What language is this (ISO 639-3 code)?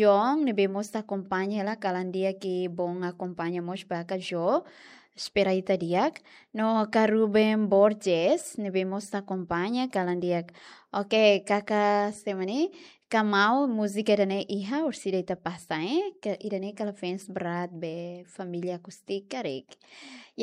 tet